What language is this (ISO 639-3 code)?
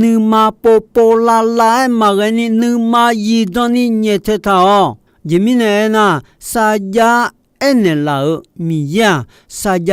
ahk